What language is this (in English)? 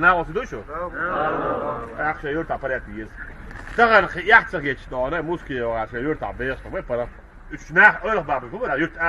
Chechen